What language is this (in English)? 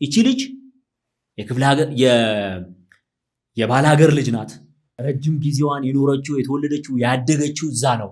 Amharic